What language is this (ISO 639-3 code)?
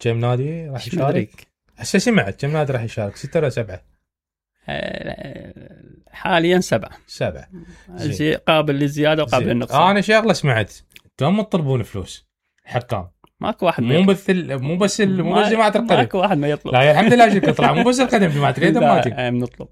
acm